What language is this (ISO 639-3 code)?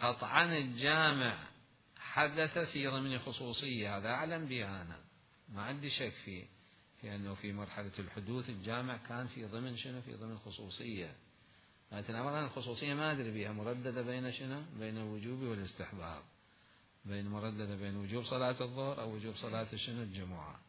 acm